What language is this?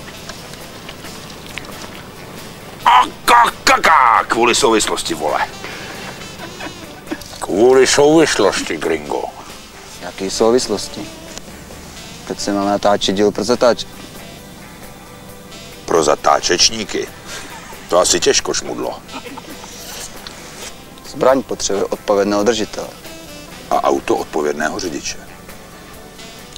Czech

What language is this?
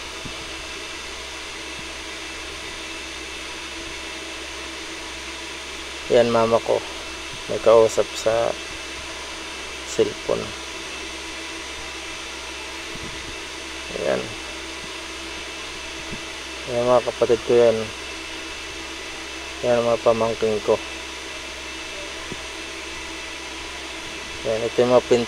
Filipino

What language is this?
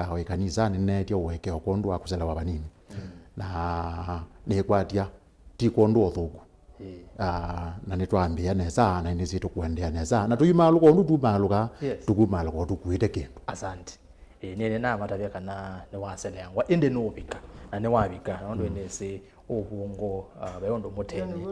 Kamba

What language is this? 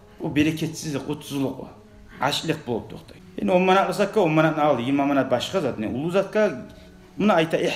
Kumyk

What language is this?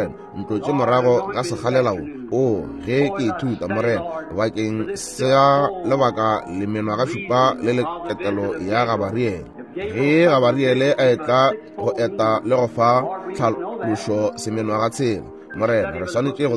Northern Sotho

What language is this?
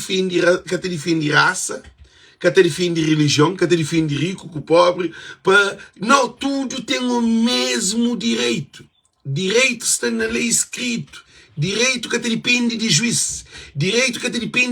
Kabuverdianu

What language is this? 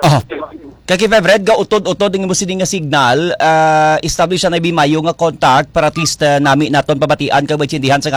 Hiligaynon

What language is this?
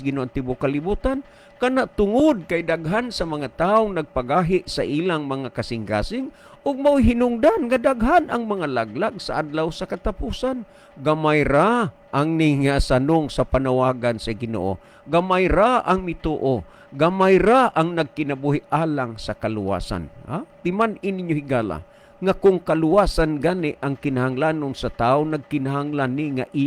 Cebuano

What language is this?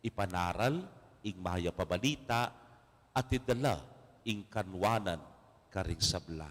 Pampanga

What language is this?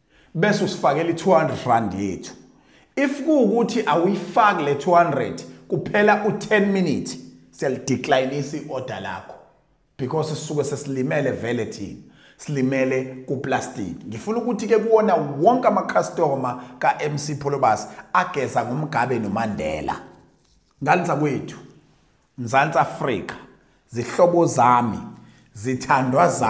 Zulu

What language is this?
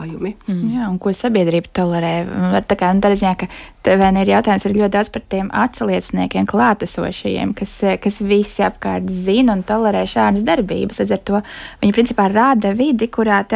Latvian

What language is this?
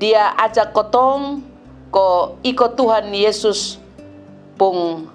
Kupang Malay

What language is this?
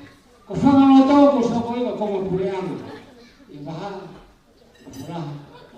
Tongan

